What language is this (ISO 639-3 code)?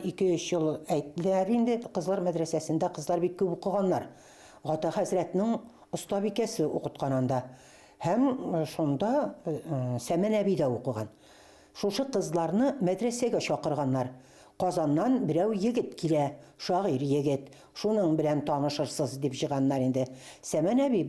bak